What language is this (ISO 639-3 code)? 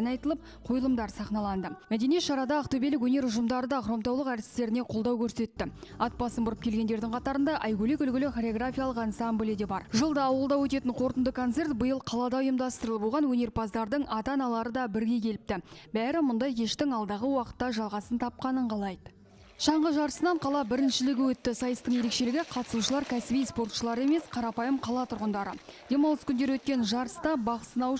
kaz